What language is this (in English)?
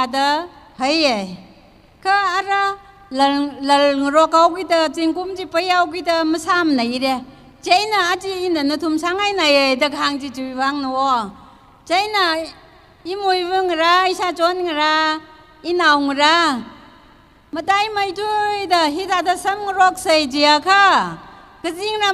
Tangkhul Naga (India)